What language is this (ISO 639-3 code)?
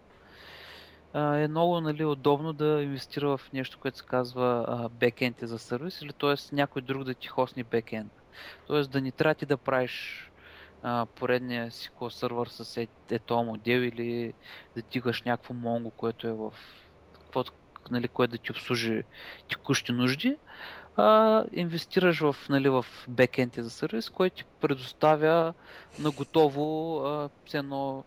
bul